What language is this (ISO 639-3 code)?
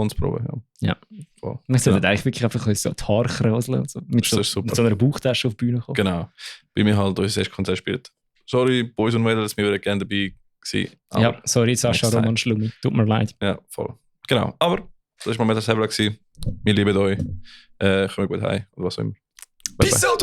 gsw